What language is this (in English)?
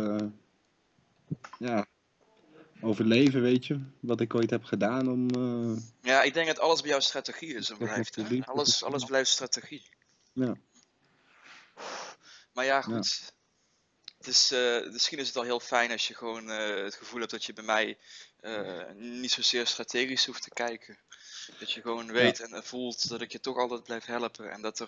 Dutch